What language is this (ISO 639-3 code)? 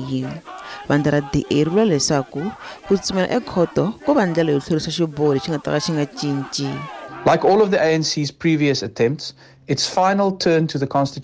tso